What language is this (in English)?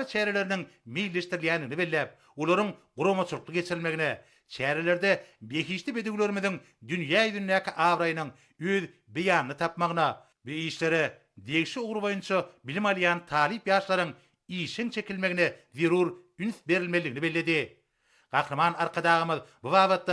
Turkmen